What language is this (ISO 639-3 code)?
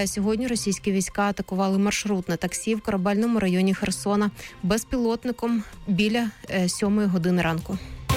ukr